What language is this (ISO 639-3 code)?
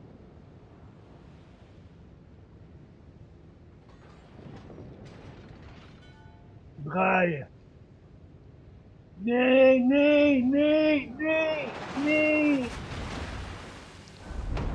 nld